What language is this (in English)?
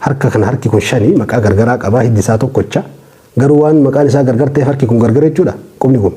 Oromo